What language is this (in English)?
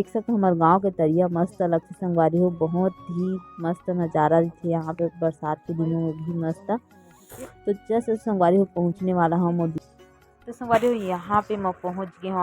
Chhattisgarhi